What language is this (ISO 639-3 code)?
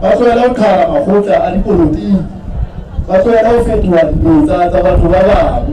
sot